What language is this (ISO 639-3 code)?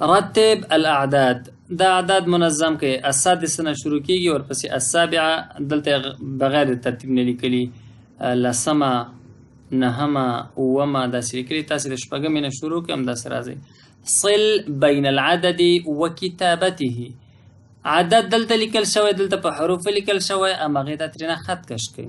pus